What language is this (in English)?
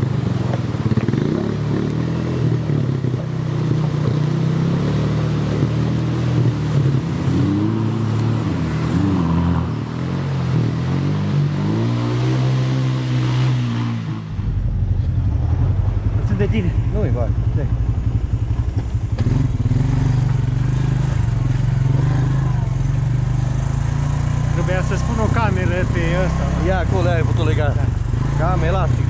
Romanian